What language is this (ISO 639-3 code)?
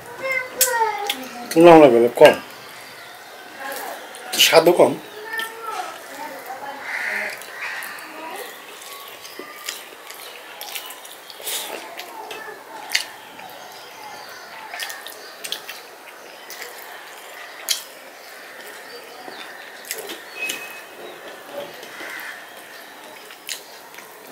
ben